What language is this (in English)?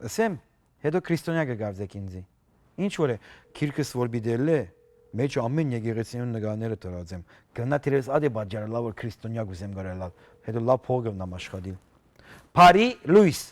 Western Armenian